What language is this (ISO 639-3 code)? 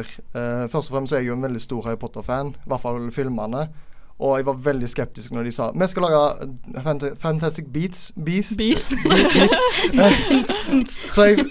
nor